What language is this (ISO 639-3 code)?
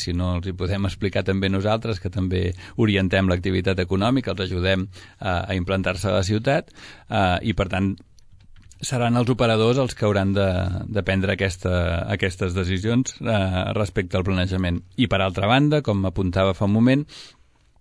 cat